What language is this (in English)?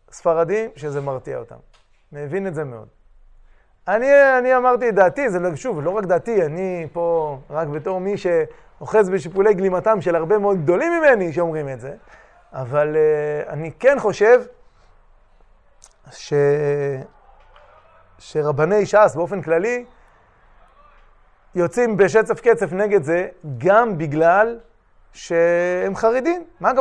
Hebrew